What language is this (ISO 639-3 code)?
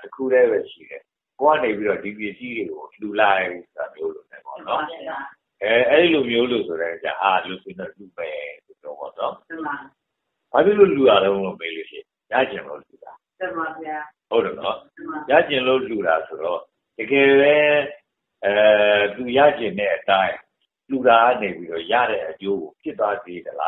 mya